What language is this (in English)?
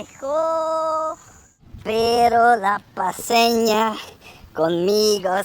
Plautdietsch